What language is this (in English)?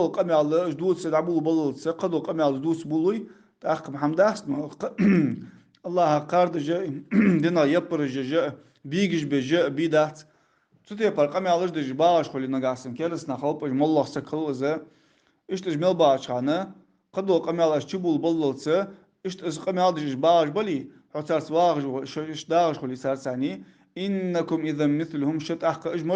Ingush